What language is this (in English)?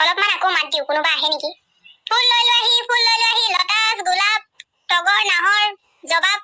Assamese